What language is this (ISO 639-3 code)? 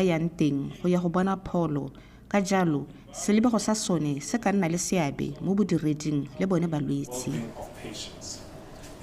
tsn